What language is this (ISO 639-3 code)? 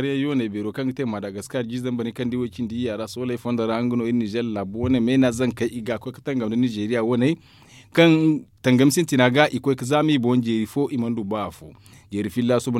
dje